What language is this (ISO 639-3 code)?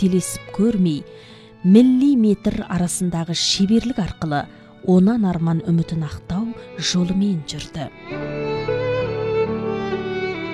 kaz